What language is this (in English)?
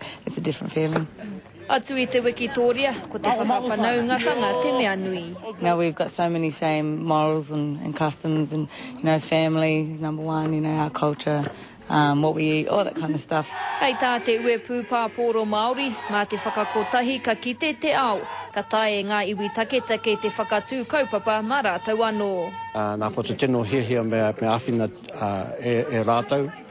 Māori